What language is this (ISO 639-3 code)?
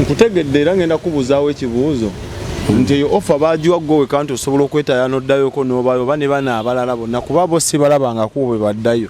lug